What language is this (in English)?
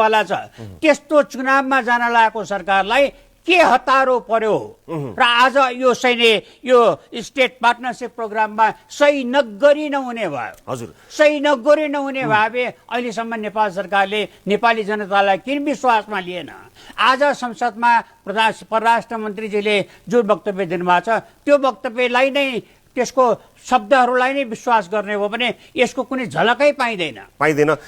Nepali